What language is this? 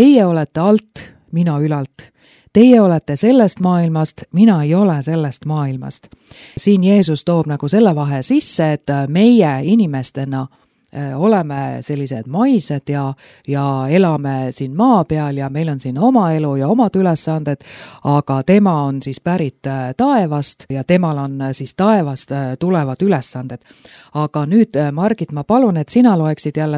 Estonian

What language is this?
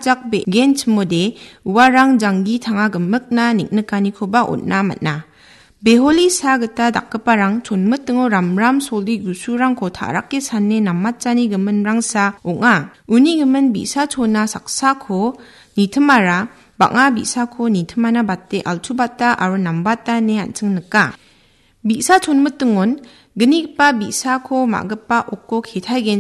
Garo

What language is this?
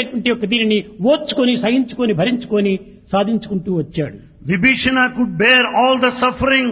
Telugu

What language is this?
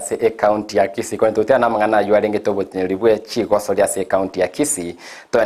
Gusii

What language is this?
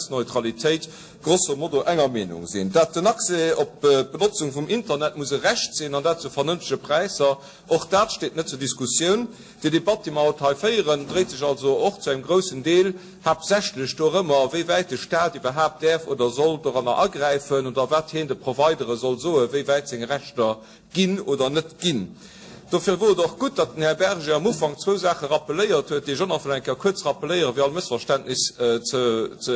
Luxembourgish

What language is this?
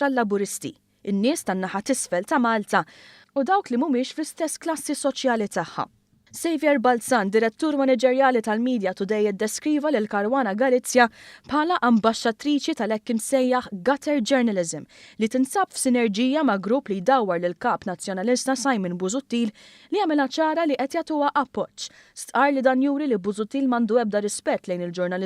Maltese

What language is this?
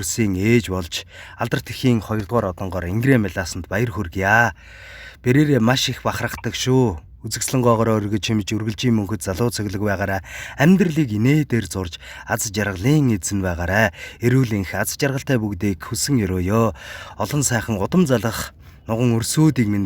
Mongolian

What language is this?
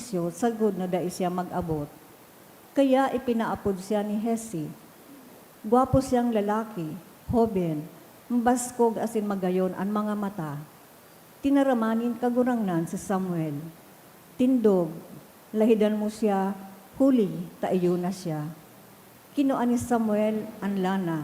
Bikol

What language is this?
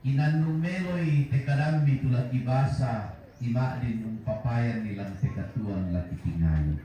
Toraja-Sa'dan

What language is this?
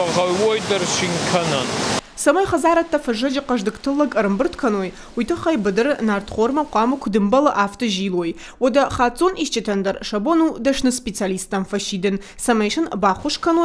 Ossetic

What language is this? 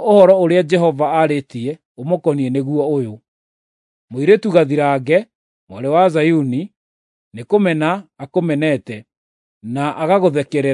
Kikuyu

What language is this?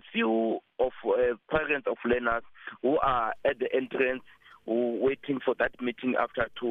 English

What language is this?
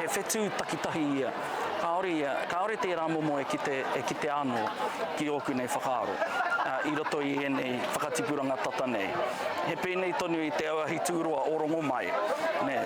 Māori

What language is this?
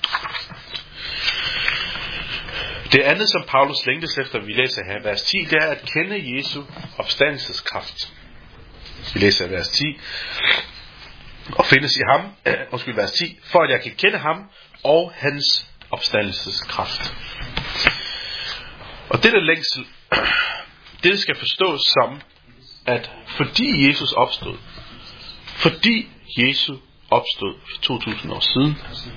Danish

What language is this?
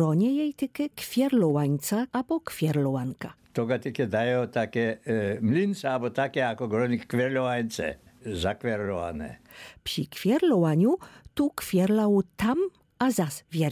Lower Sorbian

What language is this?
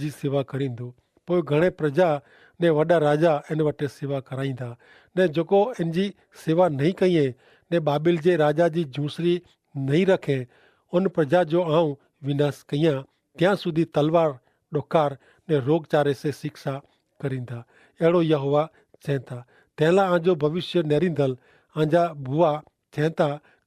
Kachhi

